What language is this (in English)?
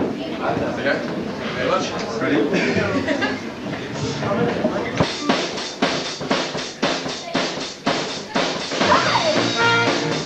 English